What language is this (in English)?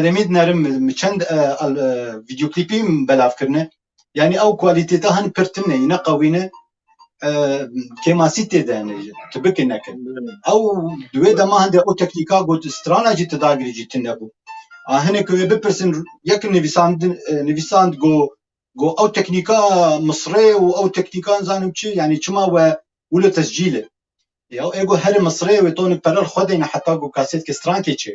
Kurdish